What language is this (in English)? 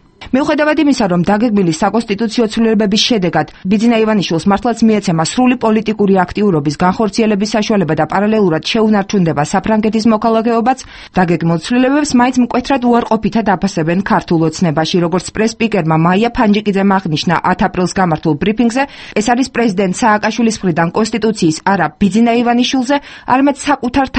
Georgian